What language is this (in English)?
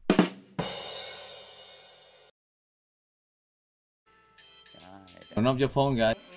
Vietnamese